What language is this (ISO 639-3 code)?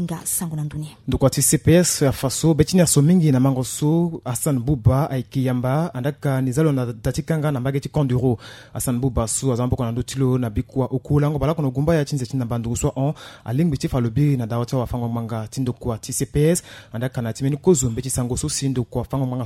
sag